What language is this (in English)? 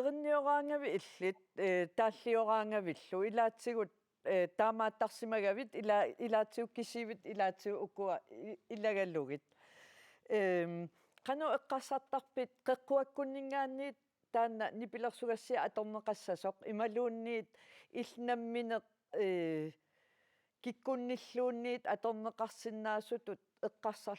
Kalaallisut